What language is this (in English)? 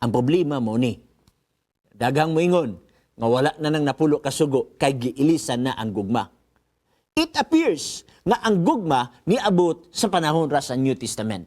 Cebuano